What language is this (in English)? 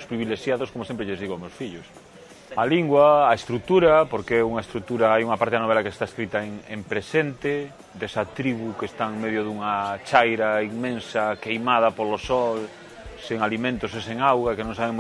Galician